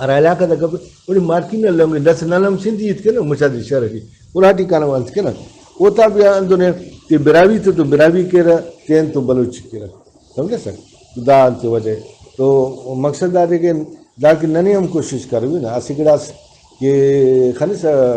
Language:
Brahui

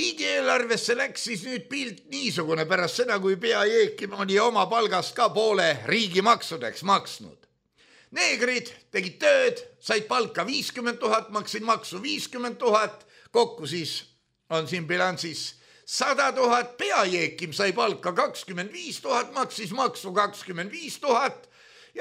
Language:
Estonian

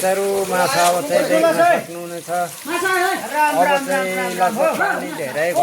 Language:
Nepali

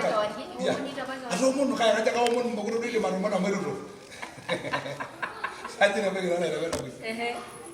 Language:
Masai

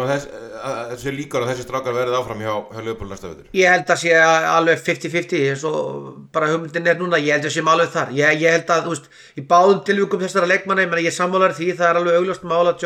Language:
Icelandic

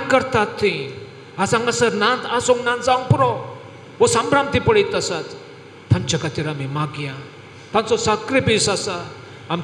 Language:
Konkani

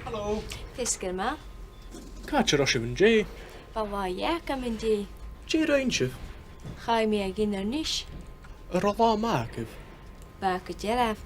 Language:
Scottish Gaelic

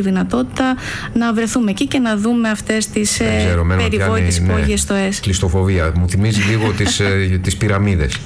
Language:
Greek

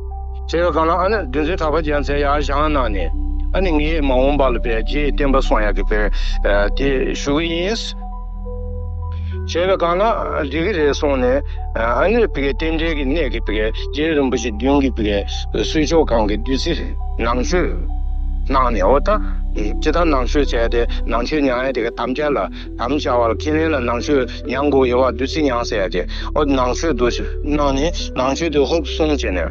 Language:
Tibetan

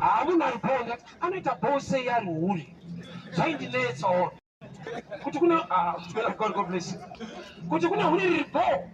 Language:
Shona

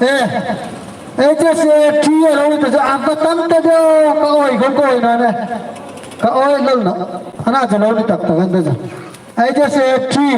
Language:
Hmar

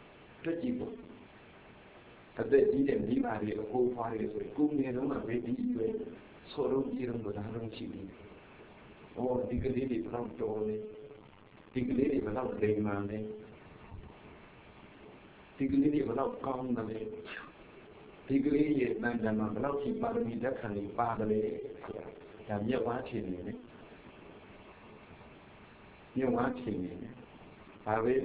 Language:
Burmese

